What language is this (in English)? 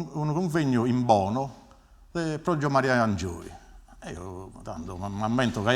Sardinian